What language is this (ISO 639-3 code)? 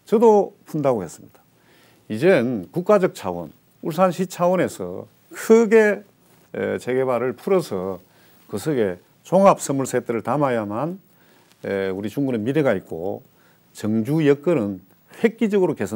kor